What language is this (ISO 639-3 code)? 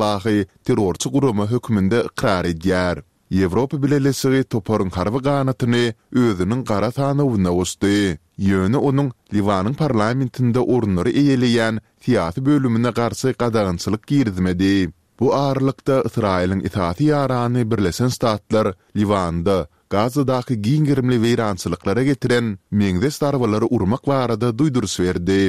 tuk